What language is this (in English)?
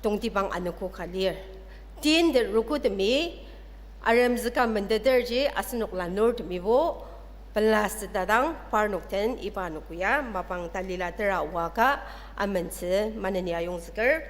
Ao Naga